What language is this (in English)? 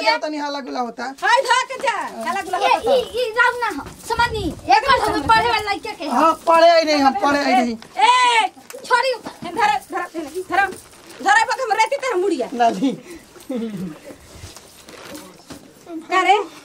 Bhojpuri